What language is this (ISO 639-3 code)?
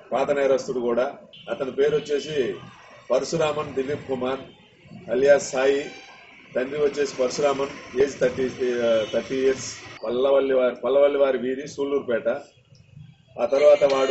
tel